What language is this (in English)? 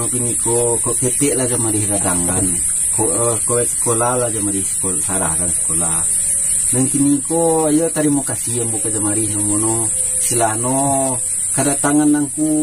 Minangkabau